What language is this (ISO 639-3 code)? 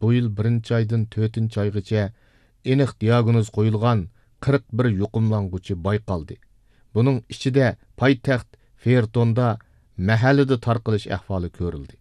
uig